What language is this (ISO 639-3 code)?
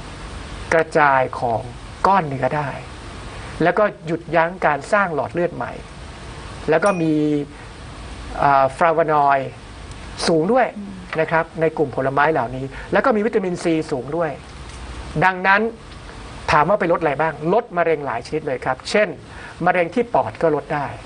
tha